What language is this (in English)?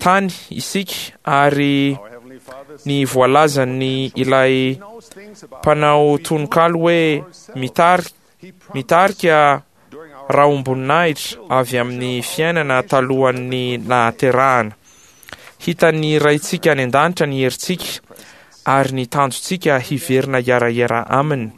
Malagasy